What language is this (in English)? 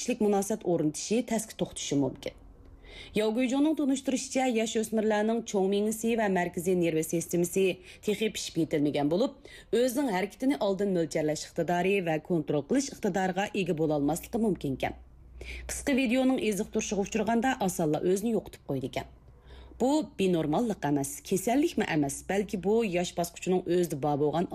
Uyghur